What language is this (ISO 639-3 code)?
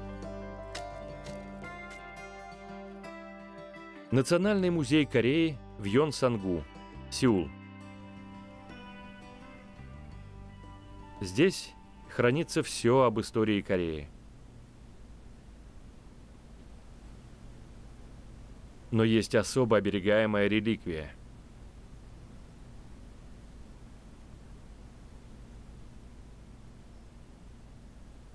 rus